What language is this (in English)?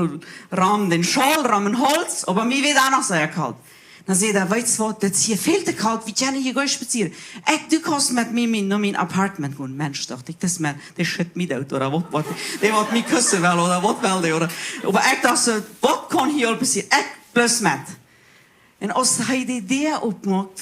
Plautdietsch